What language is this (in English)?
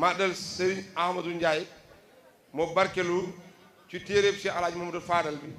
Wolof